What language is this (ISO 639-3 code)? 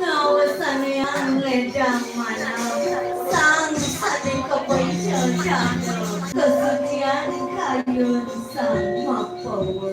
ban